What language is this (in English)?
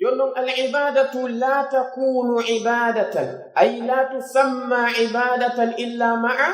Pular